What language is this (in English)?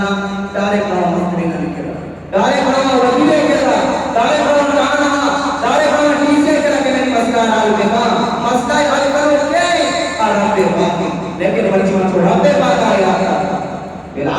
Eastern Balochi